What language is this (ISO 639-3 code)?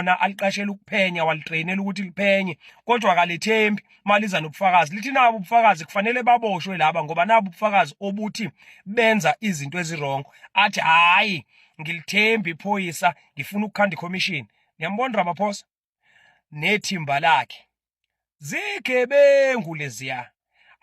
zul